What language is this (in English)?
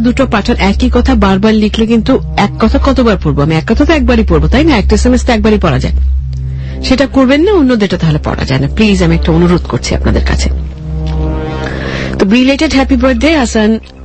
Bangla